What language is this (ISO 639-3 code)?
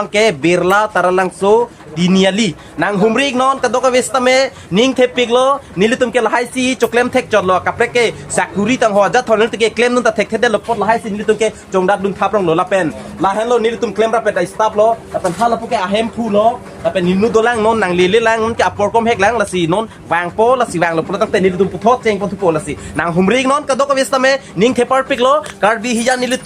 mjw